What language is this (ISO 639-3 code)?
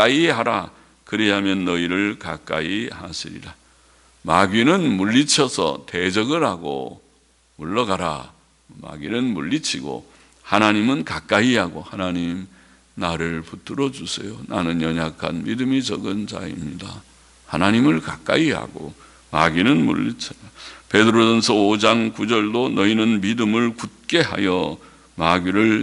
kor